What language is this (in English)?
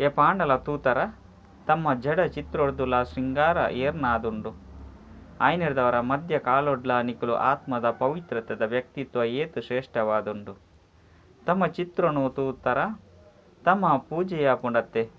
Tulu